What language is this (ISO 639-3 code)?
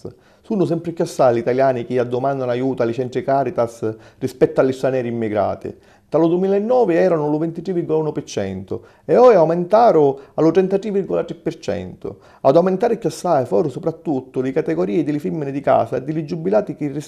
scn